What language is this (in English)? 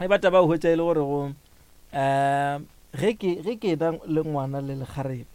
Northern Sotho